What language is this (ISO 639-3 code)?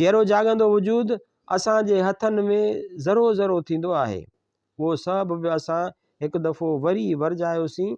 snd